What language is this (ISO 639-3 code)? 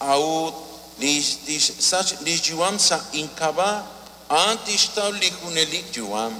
kek